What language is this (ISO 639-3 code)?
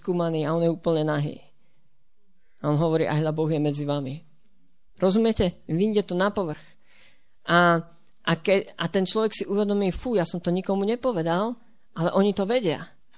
slk